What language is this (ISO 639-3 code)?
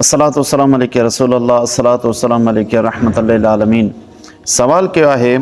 snd